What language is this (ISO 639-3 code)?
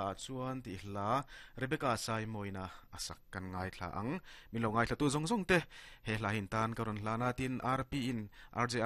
lus